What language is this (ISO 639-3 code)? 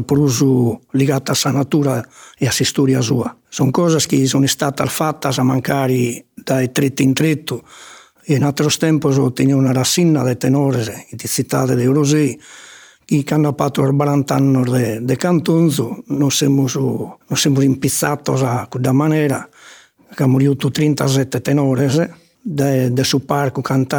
srd